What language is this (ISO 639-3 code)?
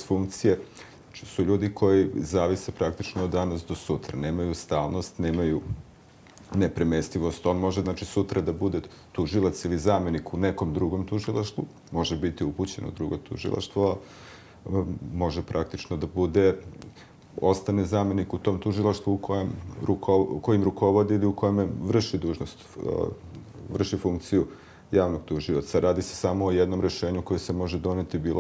srp